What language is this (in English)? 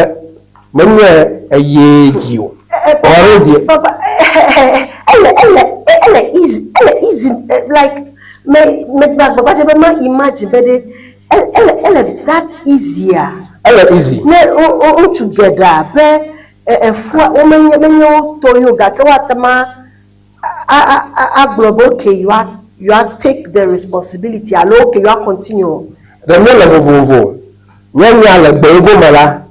Ewe